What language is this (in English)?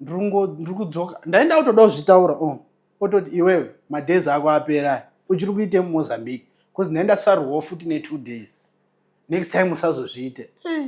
Shona